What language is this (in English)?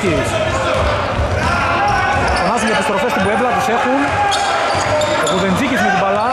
Greek